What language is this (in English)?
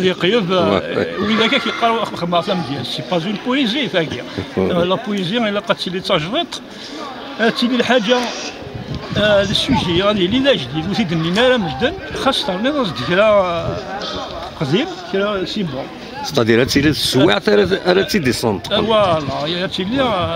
Kabyle